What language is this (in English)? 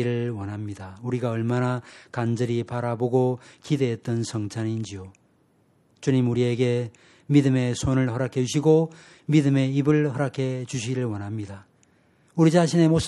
Korean